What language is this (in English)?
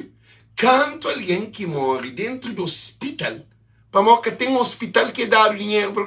Kabuverdianu